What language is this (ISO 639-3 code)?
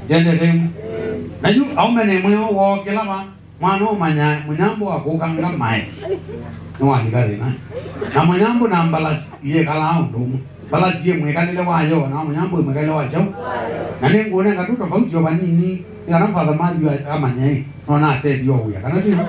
kam